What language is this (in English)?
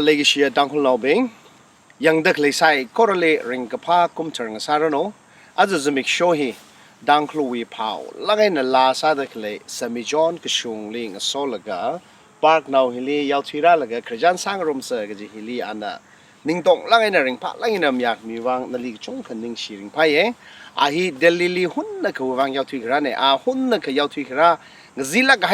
Tangkhul Naga (India)